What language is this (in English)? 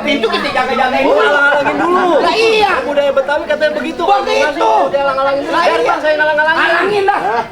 Betawi